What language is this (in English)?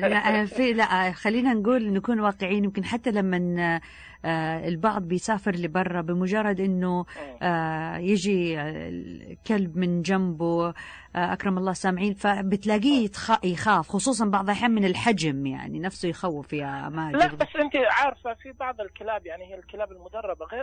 Najdi Arabic